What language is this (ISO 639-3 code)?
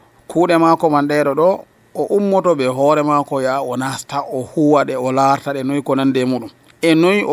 fuv